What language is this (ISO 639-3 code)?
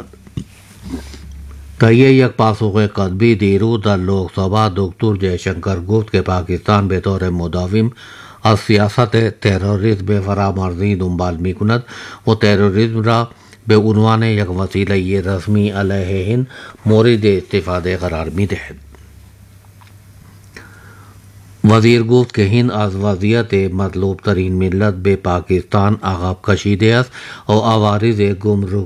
urd